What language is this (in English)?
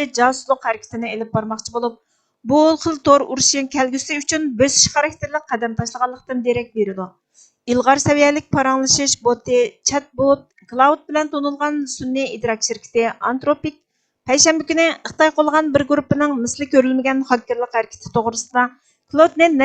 Uyghur